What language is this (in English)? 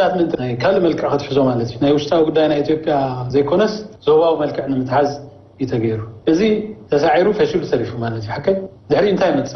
Tigrinya